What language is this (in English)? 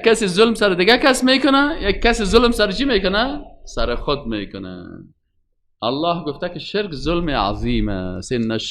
Persian